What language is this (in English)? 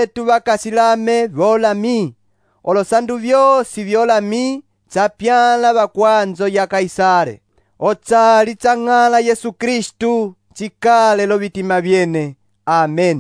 Umbundu